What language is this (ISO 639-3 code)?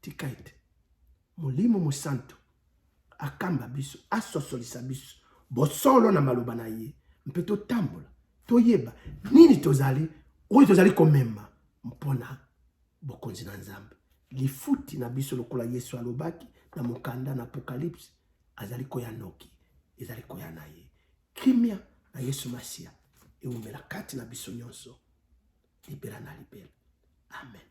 lin